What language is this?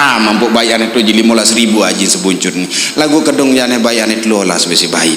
Sasak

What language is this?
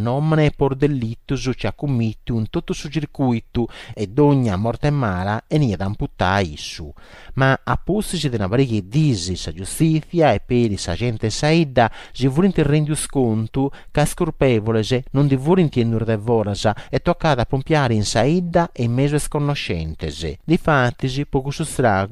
Sardinian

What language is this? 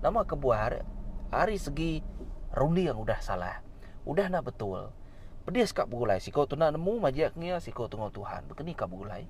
Iban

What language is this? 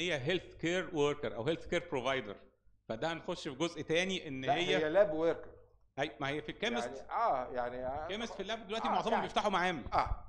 Egyptian Arabic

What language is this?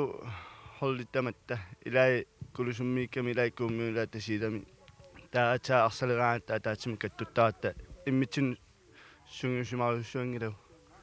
Kalaallisut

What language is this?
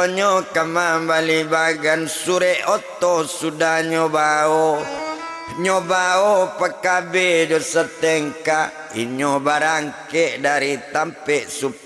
Minangkabau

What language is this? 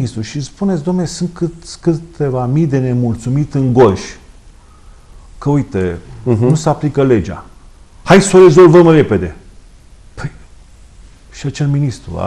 Romanian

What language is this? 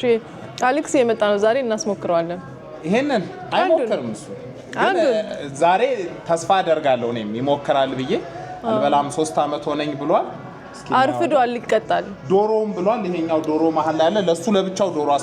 Amharic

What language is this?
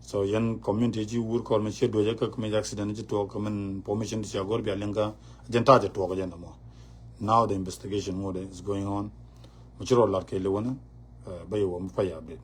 Nuer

